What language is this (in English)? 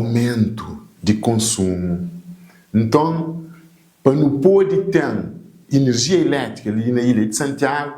Kabuverdianu